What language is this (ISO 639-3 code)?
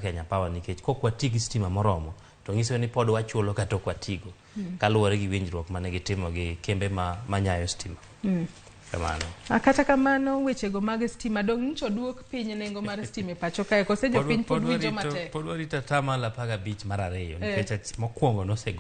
luo